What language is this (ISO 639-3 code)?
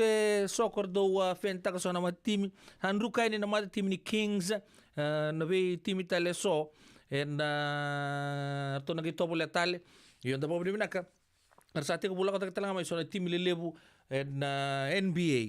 fij